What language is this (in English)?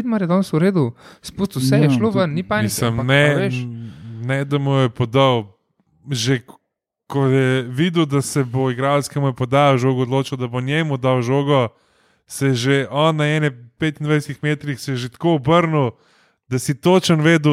Slovenian